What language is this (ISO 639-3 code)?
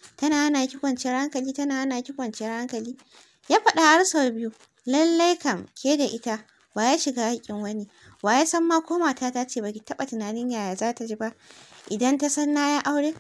hau